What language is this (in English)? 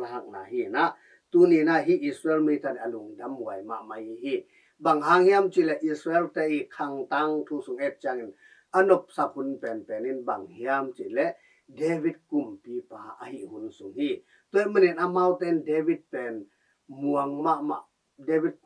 Tedim Chin